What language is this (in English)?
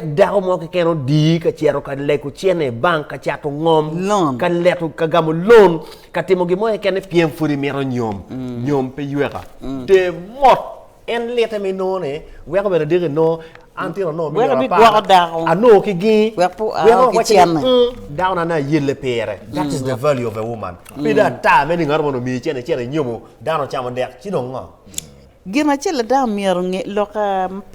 Acoli